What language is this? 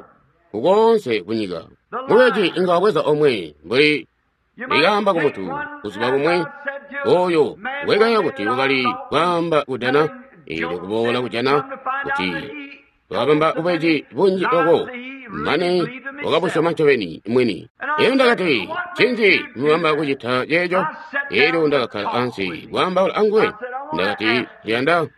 Tonga (Zambia)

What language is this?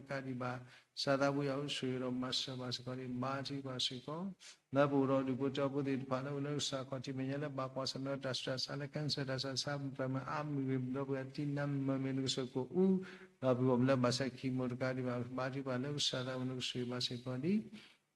S'gaw Karen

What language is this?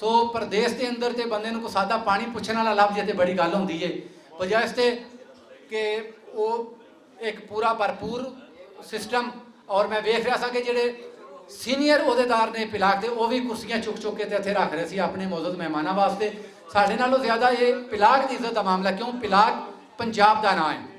Western Panjabi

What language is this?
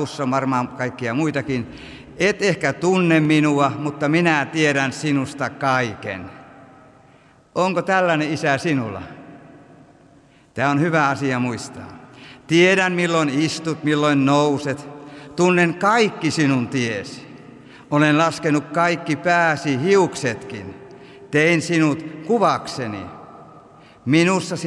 Finnish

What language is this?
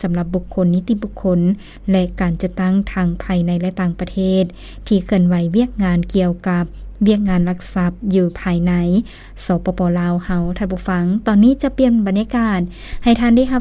Lao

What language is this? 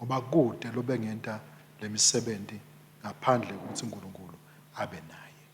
Swati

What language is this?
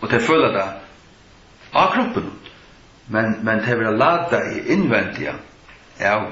Faroese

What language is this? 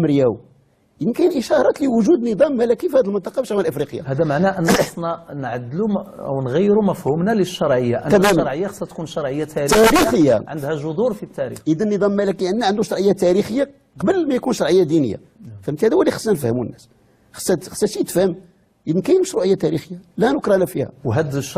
Moroccan Arabic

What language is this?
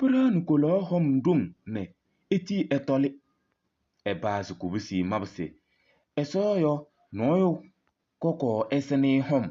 Kabiyè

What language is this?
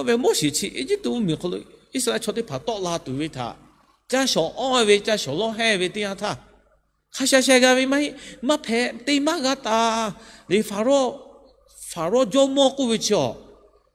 Lahu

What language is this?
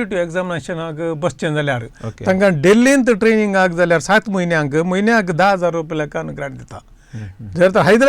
Konkani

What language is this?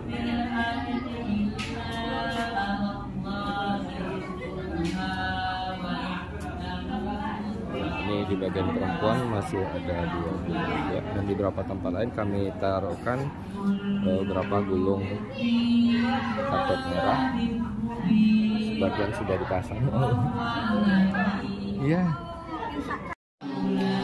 Indonesian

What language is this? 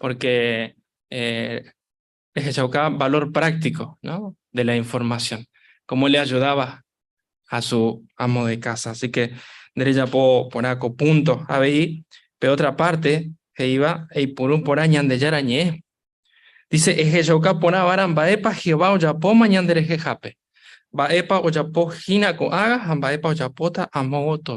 Guarani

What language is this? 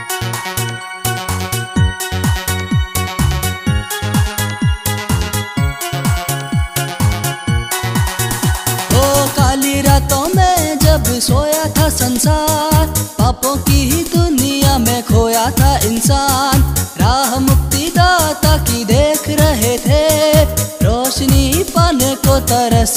Hindi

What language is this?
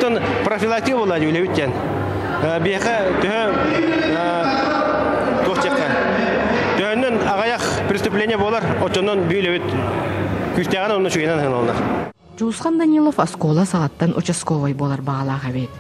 Yakut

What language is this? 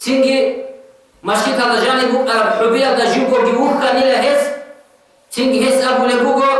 Avaric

